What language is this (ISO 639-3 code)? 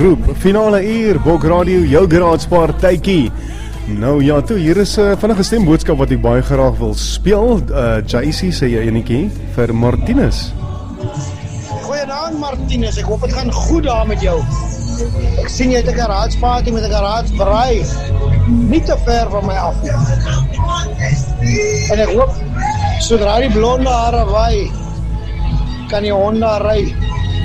afr